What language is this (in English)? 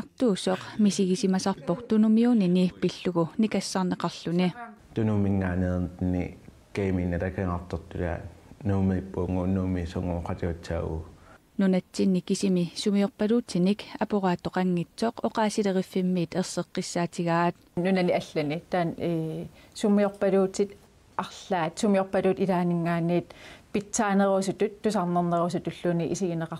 Kalaallisut